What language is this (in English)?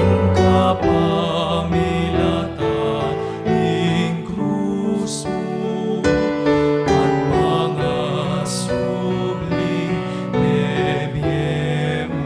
Pampanga